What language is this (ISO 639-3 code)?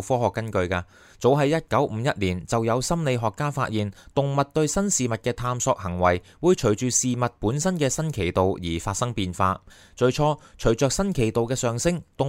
yue